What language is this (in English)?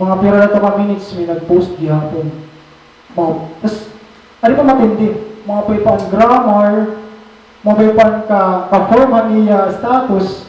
Waray